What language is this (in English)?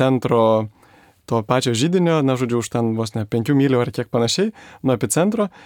Lithuanian